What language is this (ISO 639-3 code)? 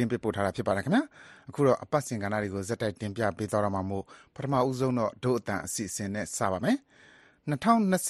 mya